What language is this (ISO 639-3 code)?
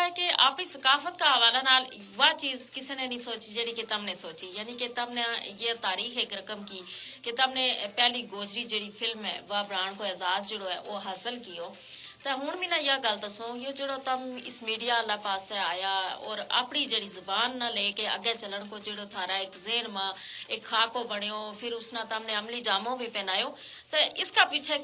gju